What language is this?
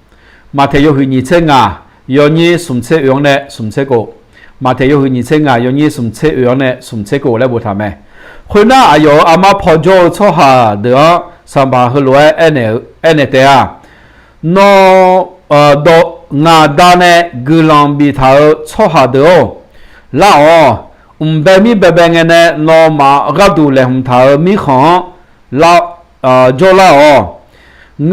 Akha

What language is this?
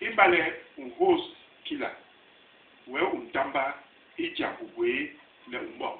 Basaa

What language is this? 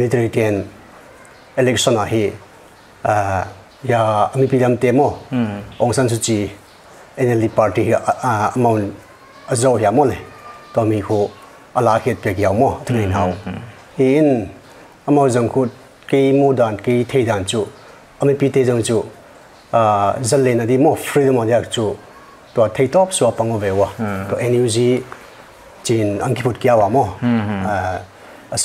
Paite Chin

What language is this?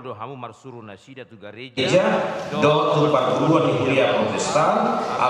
Batak Toba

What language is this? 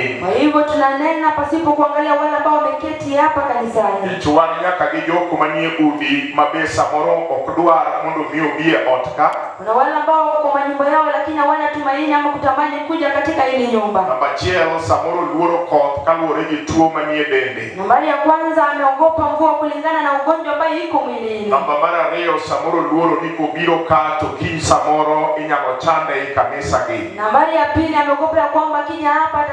Luo (Kenya and Tanzania)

